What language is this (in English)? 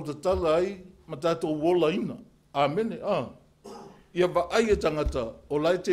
Samoan